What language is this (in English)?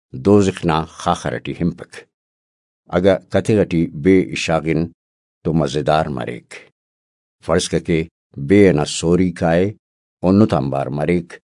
Brahui